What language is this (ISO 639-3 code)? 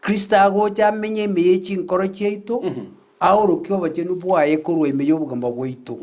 guz